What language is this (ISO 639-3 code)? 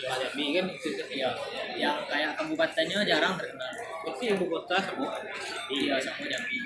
min